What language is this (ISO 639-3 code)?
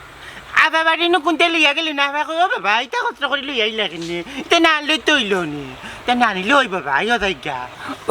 syl